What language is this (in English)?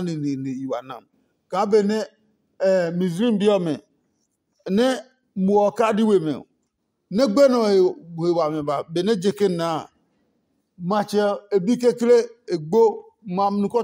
Adangme